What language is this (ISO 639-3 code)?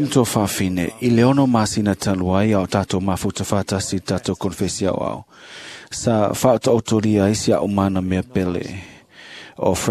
smo